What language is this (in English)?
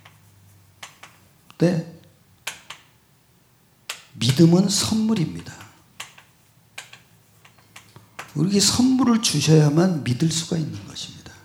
Korean